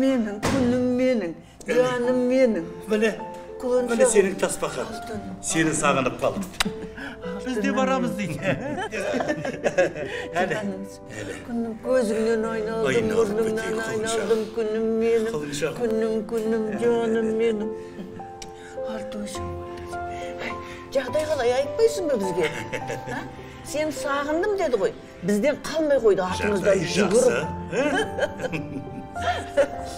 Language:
Kazakh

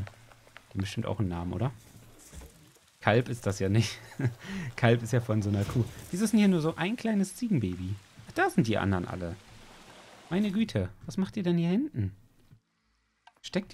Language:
German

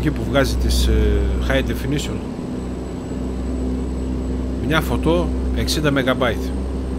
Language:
Greek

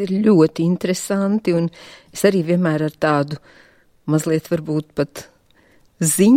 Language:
Latvian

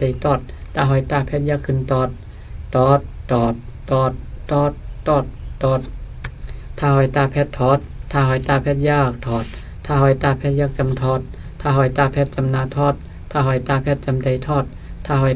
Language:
Shan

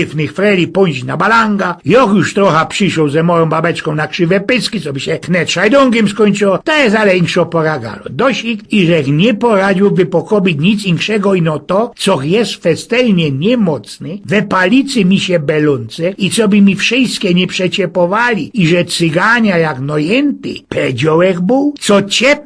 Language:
Silesian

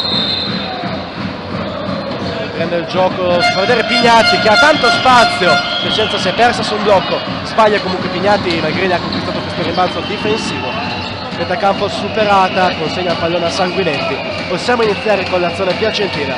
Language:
Italian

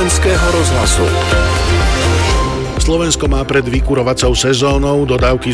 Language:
Slovak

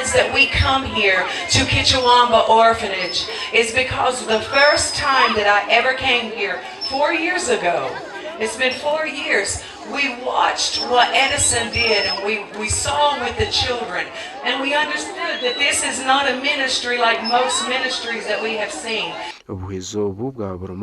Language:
Nyankole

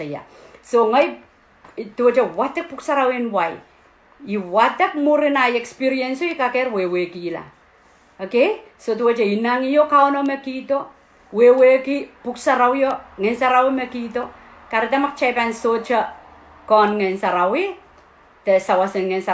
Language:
Pohnpeian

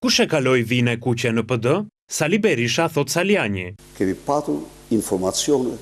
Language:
Albanian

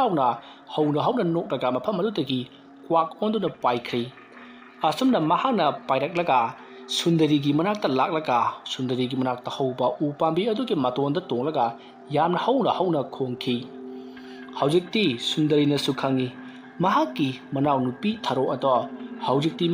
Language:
Manipuri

